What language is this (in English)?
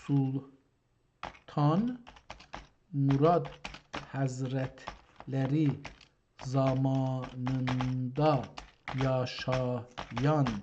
South Azerbaijani